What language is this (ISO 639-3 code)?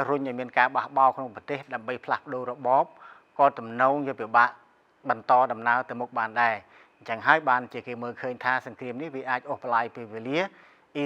khm